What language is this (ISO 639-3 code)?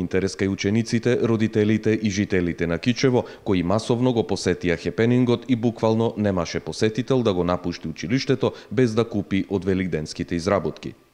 mkd